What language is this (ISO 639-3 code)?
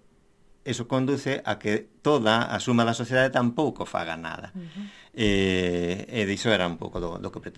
glg